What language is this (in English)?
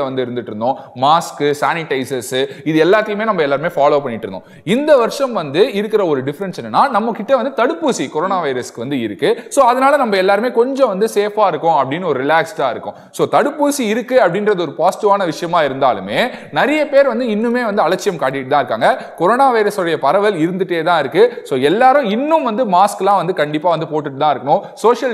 Tamil